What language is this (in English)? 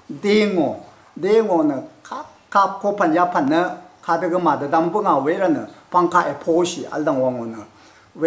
Rawang